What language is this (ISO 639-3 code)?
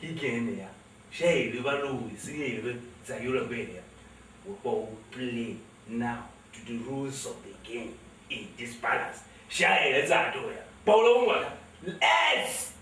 tiv